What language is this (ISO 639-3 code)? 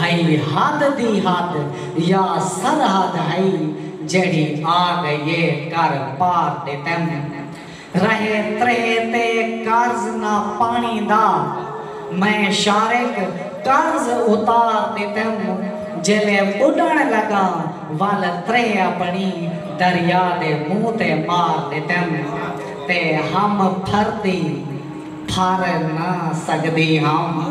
skr